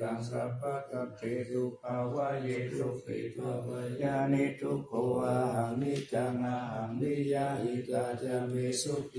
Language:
Pali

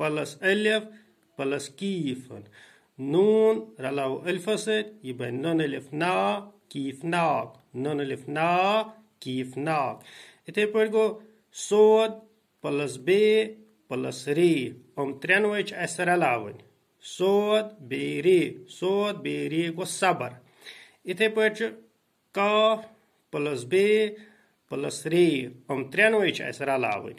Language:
Kashmiri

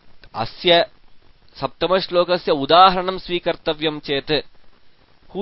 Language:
Sanskrit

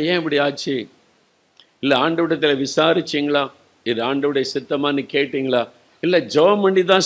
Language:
Tamil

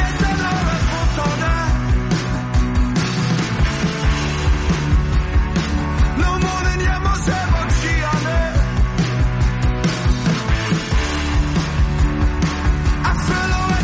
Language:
Norwegian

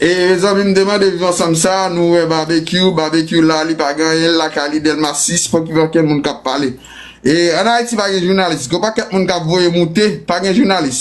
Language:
Haitian Creole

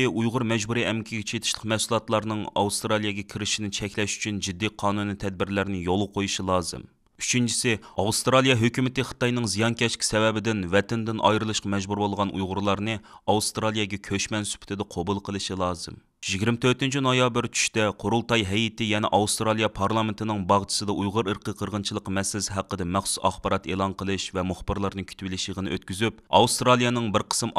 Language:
Uyghur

